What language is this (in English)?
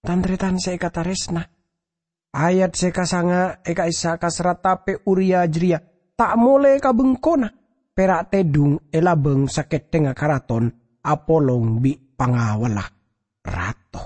Madurese